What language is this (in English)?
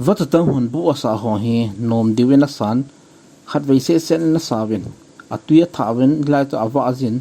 Thado Chin